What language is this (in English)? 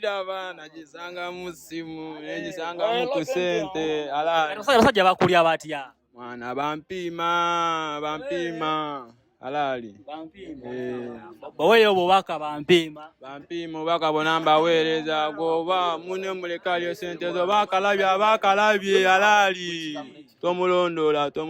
Ganda